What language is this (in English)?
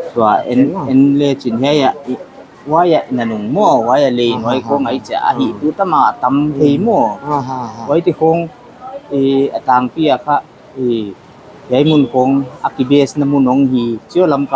Paite Chin